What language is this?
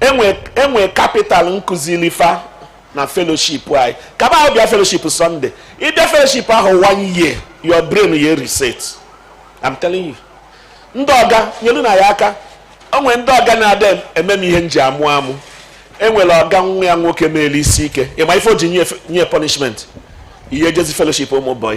Igbo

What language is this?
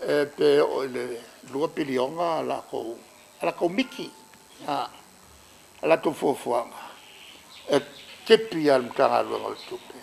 Samoan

